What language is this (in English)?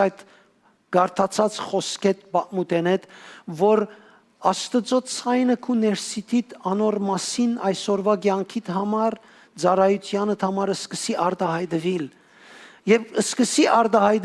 Western Armenian